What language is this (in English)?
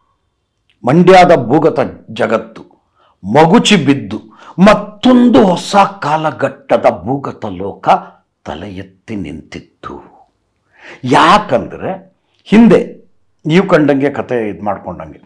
Kannada